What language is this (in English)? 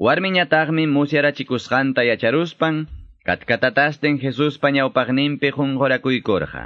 Quechua